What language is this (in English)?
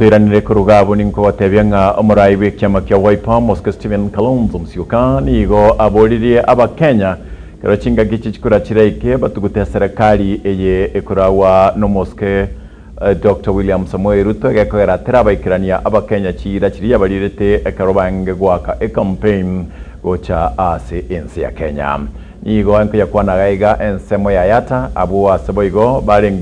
Gusii